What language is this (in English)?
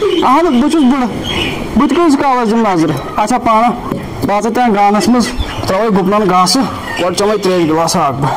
Kashmiri